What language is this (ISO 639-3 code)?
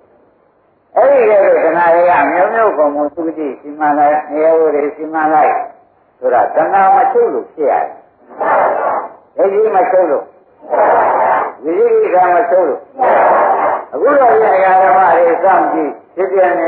mya